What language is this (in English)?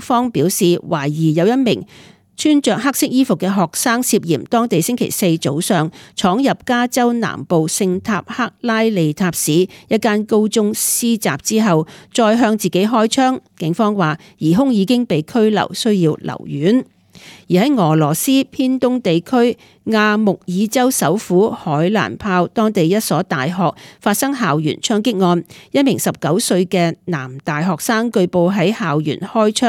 Cantonese